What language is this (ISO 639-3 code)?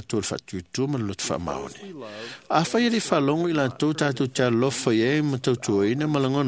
smo